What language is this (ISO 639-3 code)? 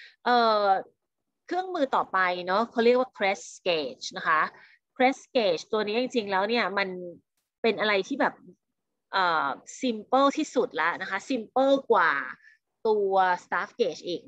tha